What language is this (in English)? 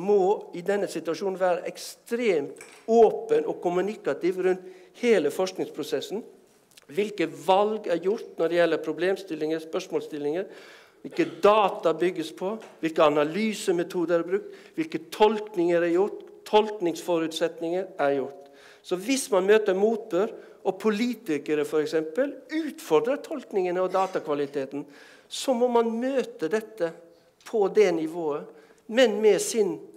Norwegian